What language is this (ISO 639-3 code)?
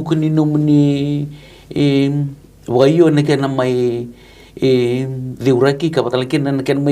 fij